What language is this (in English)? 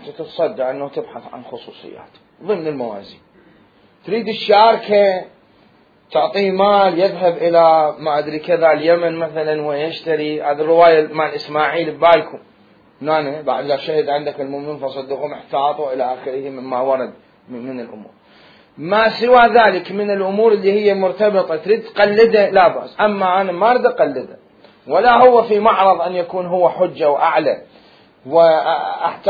Mesopotamian Arabic